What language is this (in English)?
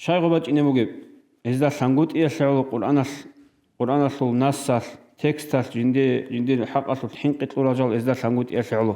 Avaric